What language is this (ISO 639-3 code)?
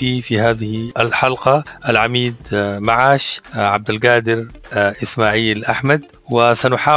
apd